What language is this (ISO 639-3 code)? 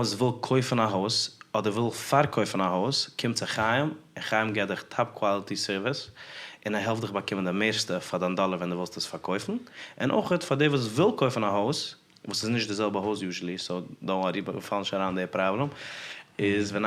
yid